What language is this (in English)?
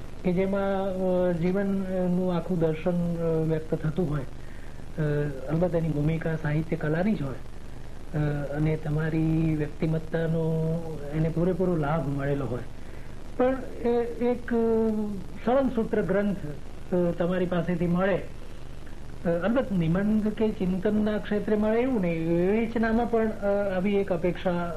Gujarati